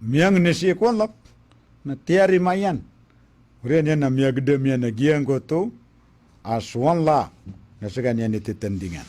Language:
Maranao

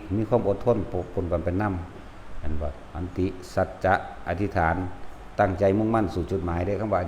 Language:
Northeastern Thai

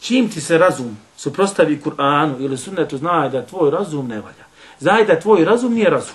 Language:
Bosnian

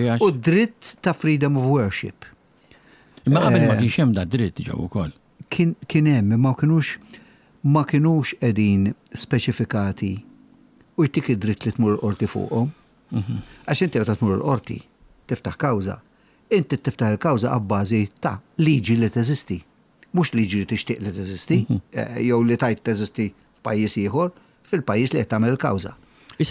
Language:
Maltese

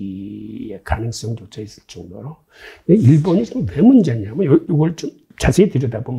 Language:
Korean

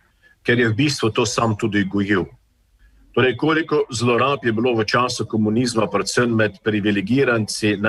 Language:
Slovenian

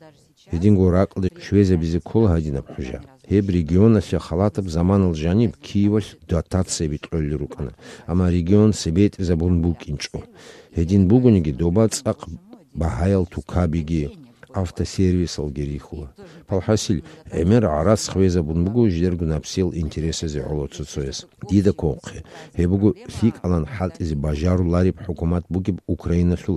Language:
Avaric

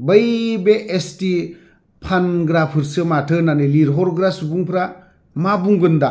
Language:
Bodo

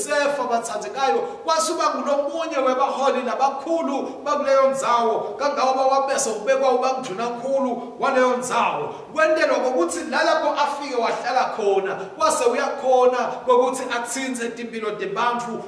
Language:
Swati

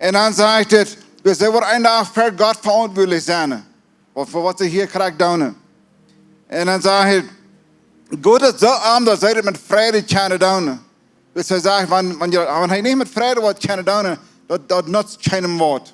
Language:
Plautdietsch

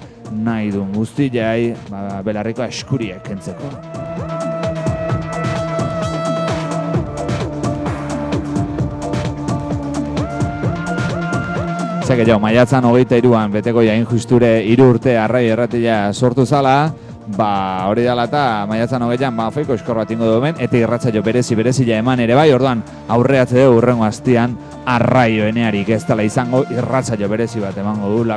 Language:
Basque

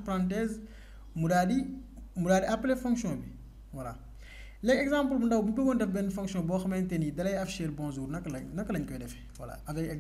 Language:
Wolof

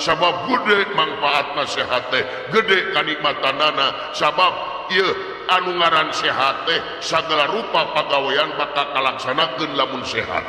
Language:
Sundanese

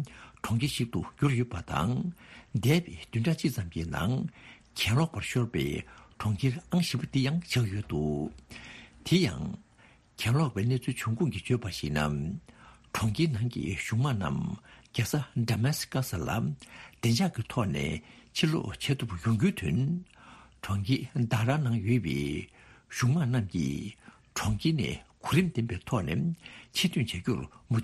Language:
Tibetan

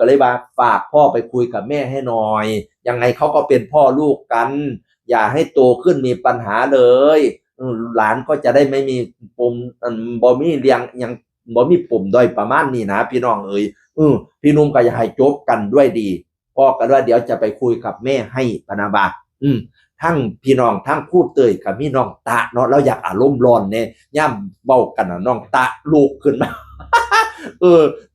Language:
Northeastern Thai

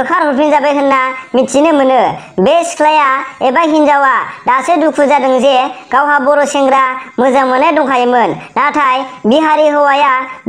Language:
Bodo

